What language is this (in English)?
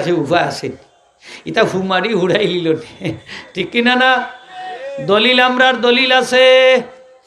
Sylheti